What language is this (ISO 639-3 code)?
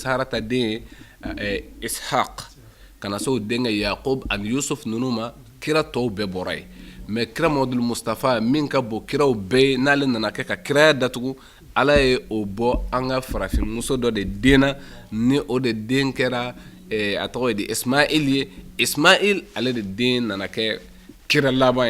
bam